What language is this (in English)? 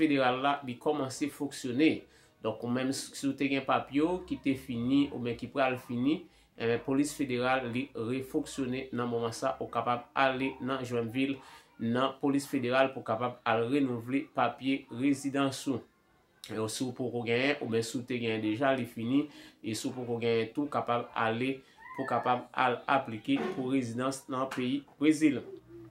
Haitian Creole